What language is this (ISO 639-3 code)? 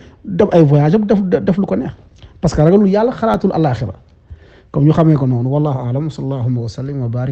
wol